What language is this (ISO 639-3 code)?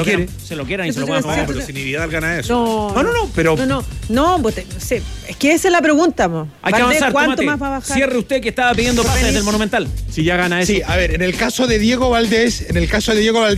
spa